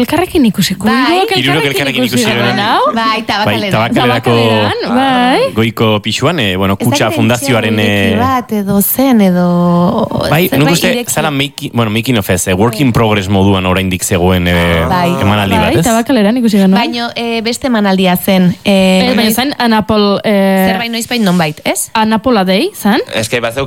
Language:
Basque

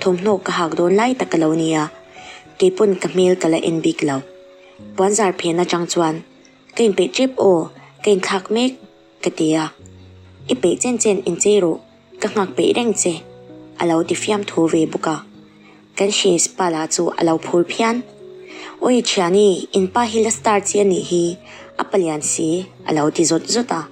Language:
Mizo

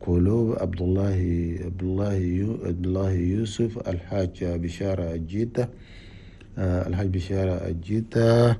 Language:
Chadian Arabic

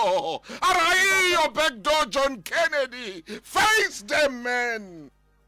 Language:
Southern Sotho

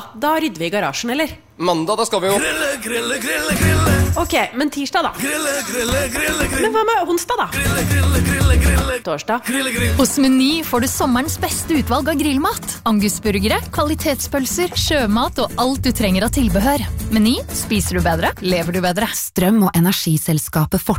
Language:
Norwegian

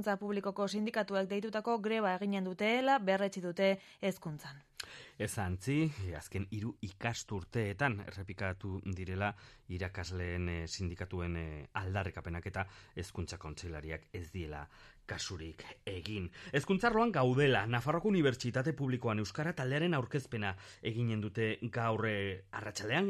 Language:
Basque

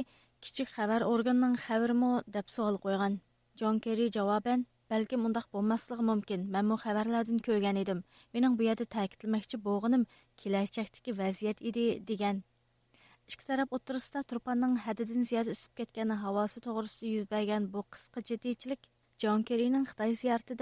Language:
Uyghur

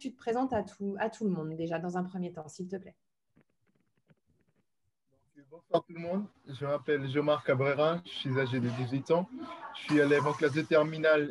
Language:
French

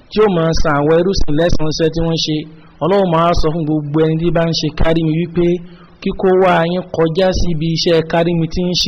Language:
Yoruba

